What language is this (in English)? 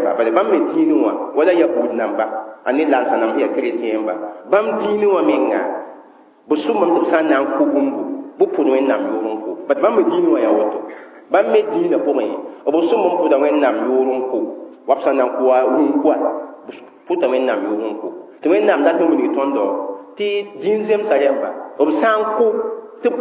Mossi